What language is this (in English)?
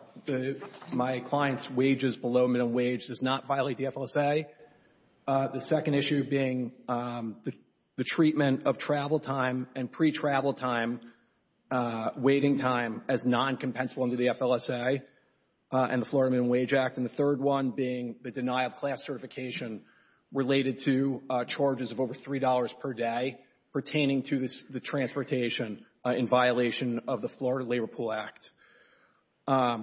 English